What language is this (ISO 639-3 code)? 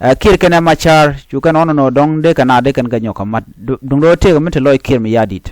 nus